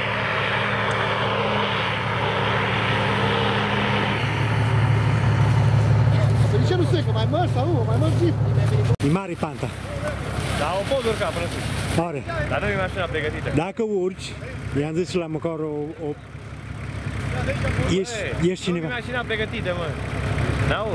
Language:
Romanian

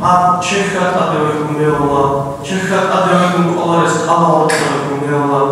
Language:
Avaric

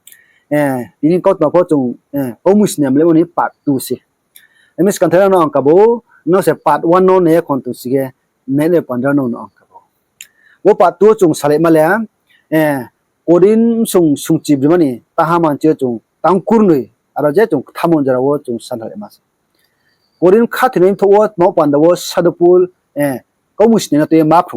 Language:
Riang (India)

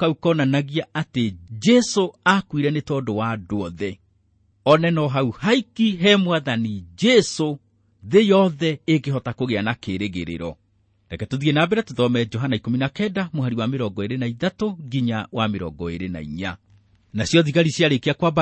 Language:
Kikuyu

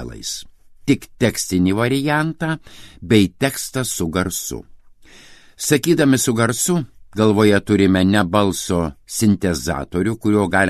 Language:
Lithuanian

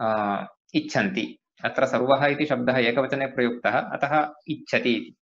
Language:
Sanskrit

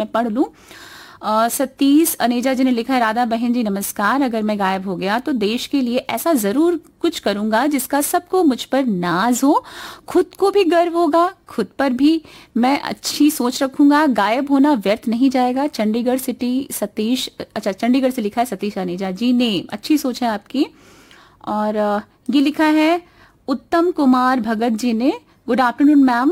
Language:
Hindi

